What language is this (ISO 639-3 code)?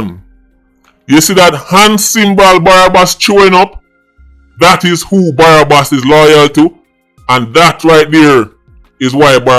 jam